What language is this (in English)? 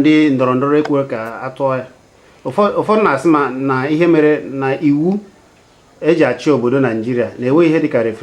Igbo